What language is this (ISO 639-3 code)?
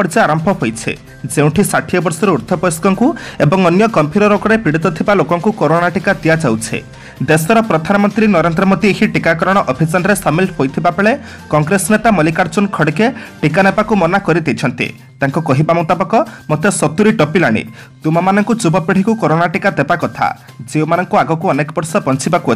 ori